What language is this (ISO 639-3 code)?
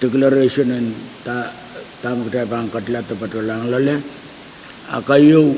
pon